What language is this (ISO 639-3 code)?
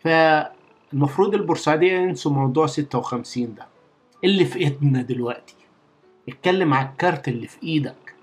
arz